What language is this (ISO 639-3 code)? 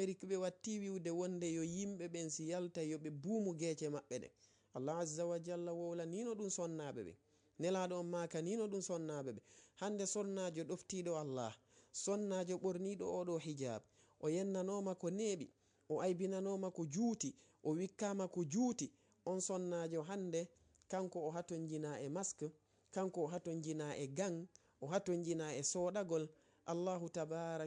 ful